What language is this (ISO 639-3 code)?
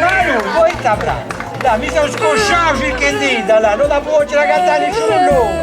srd